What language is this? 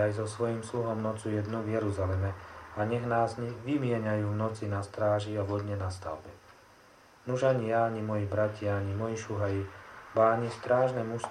Slovak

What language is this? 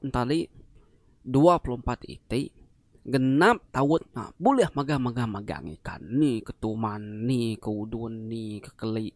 Iban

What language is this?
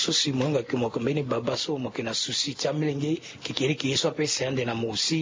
Sango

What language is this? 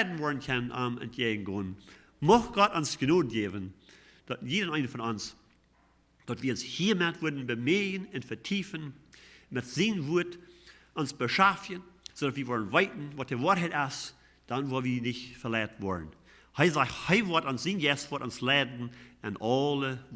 Plautdietsch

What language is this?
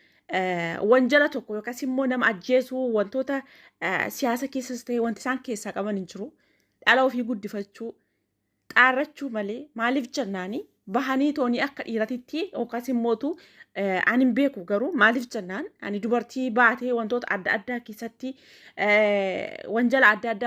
Oromo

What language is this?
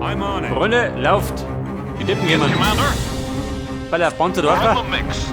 Bavarian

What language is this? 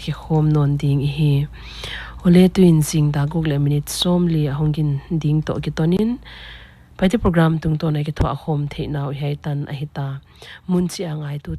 Paite Chin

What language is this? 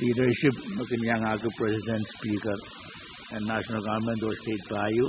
Pohnpeian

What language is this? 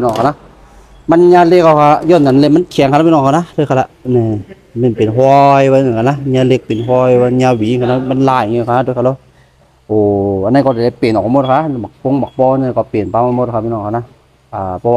Shan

